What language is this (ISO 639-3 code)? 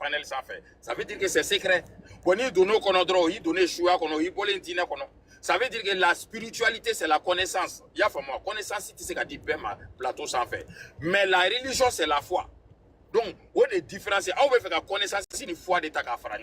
bam